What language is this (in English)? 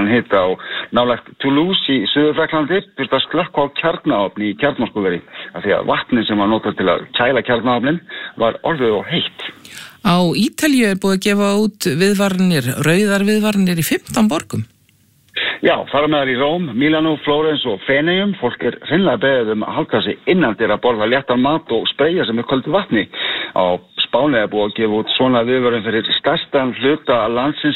Icelandic